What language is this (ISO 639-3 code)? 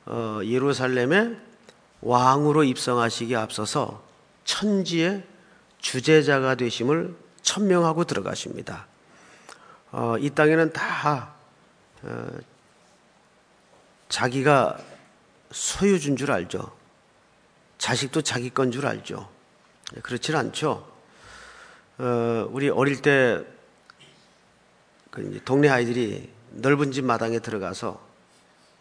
kor